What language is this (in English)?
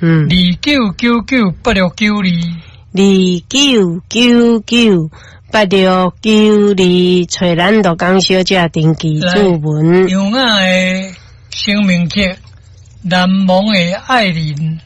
Min Nan Chinese